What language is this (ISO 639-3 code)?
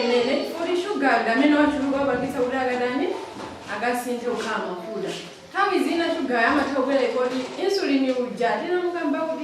nya